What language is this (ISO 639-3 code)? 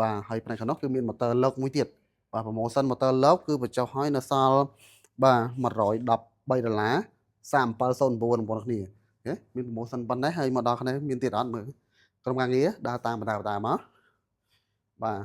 khm